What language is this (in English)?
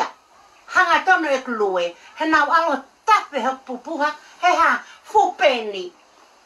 Tongan